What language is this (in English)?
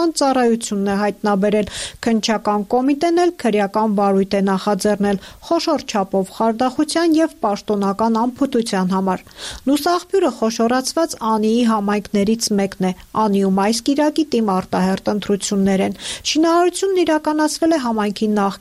Armenian